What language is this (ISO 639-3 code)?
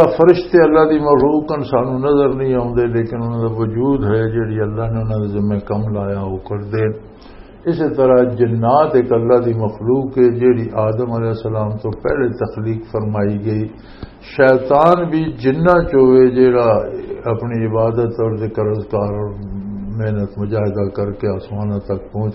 lah